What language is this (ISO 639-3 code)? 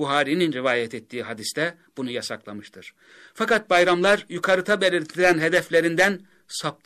tur